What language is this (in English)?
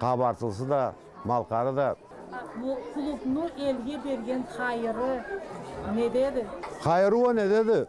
Karachay-Balkar